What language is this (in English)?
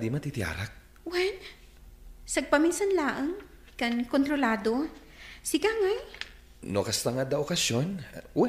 Iloko